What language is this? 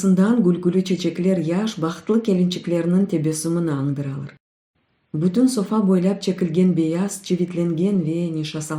Crimean Tatar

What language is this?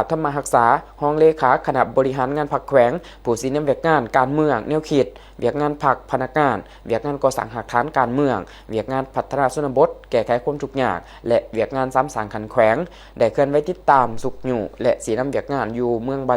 Lao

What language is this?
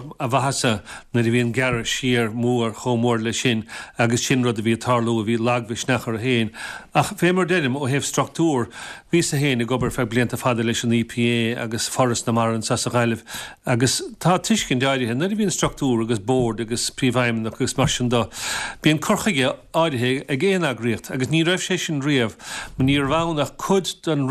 Irish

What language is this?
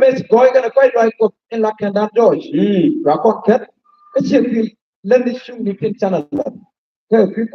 Nuer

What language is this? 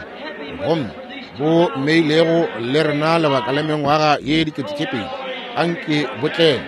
Northern Sotho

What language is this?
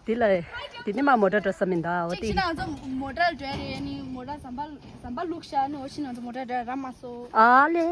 Tibetan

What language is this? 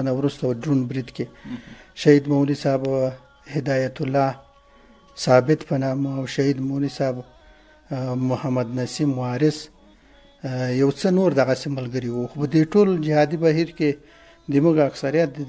Pashto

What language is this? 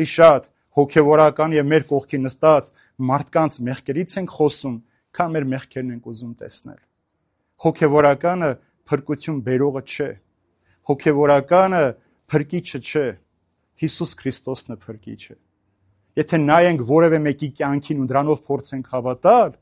Armenian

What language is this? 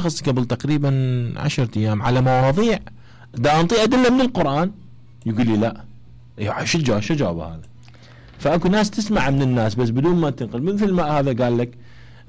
Mesopotamian Arabic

